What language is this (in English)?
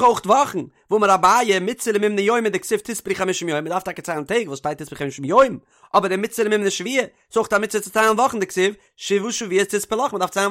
Yiddish